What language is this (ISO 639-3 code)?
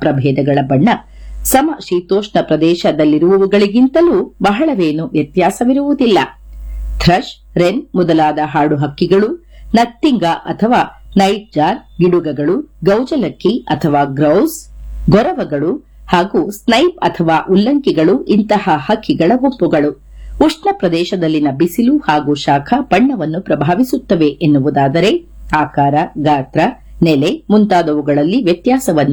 kan